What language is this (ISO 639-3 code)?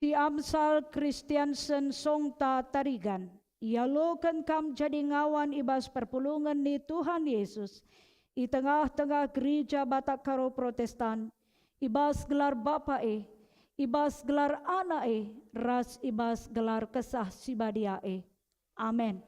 btx